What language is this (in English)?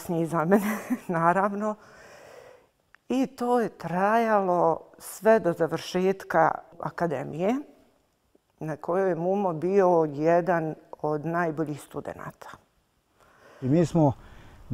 Bosnian